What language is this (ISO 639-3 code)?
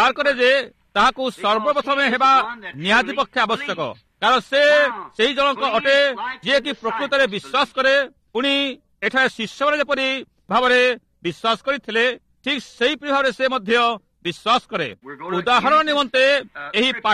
ori